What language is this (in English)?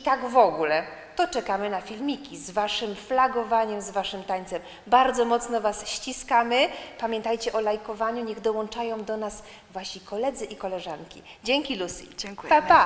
Polish